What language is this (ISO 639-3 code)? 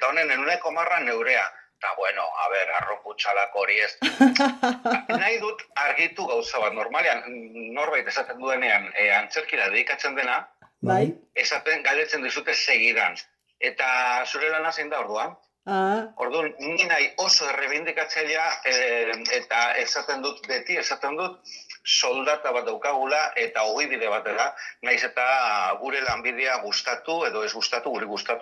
eus